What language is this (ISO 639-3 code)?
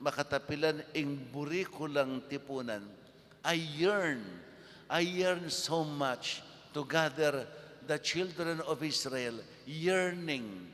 pam